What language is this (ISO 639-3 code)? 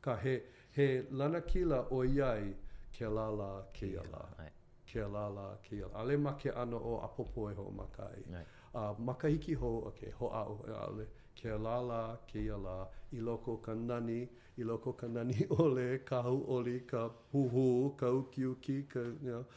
haw